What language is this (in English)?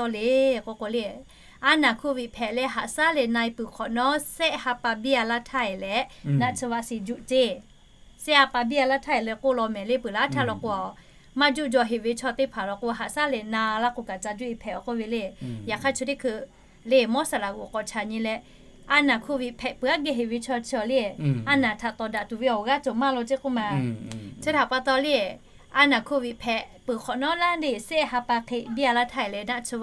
Lahu